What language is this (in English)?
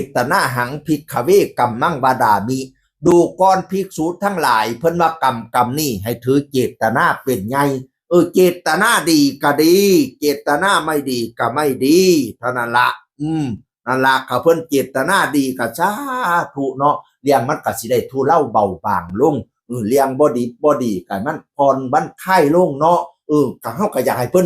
Northeastern Thai